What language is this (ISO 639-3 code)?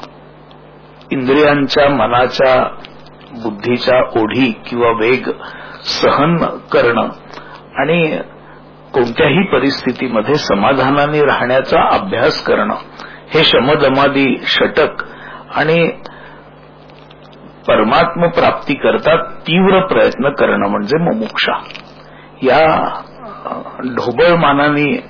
mar